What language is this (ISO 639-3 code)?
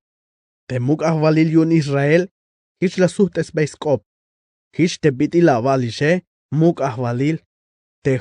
tzh